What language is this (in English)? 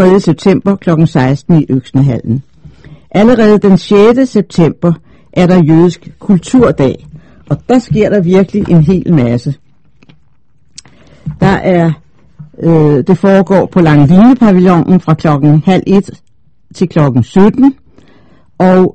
Danish